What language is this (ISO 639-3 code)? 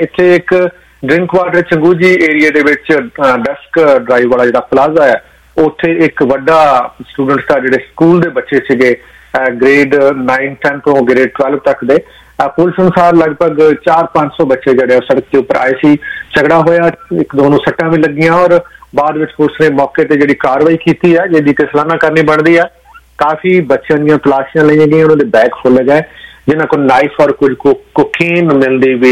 pan